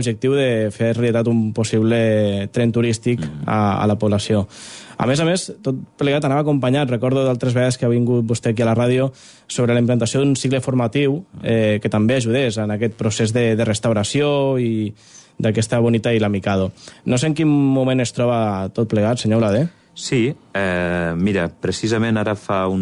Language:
Catalan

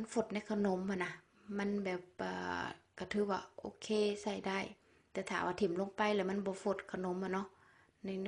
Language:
Lao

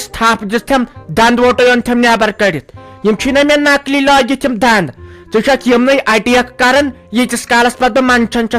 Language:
Kashmiri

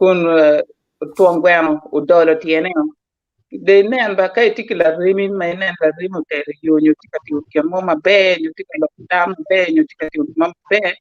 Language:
Acoli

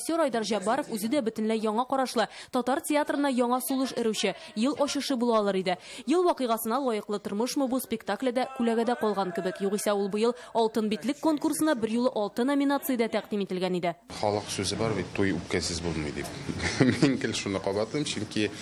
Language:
Tatar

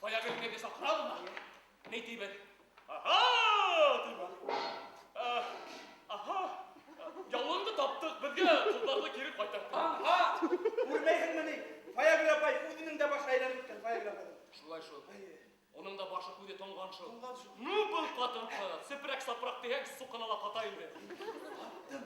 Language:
Bashkir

